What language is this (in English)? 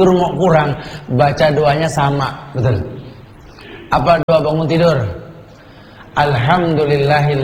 Indonesian